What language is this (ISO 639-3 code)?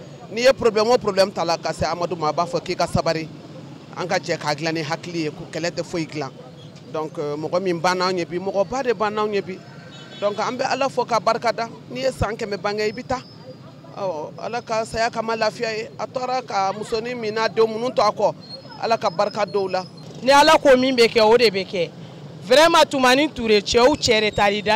bam